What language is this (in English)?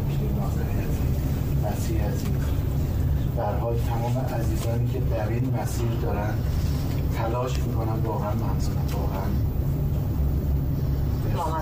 Persian